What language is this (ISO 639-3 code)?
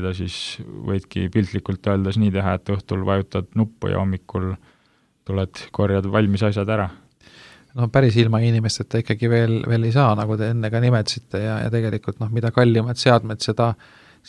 est